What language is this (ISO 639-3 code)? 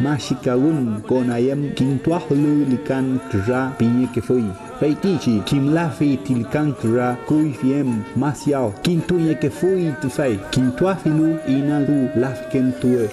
arn